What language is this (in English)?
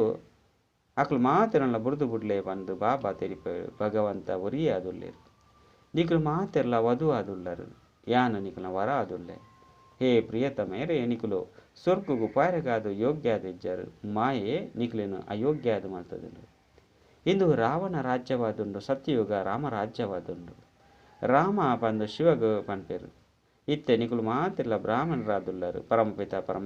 Tulu